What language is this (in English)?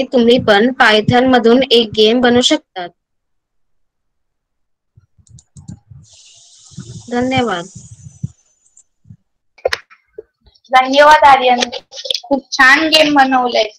Marathi